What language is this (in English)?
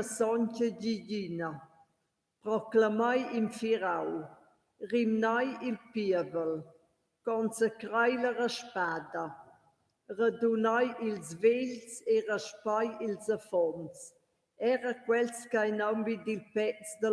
Romansh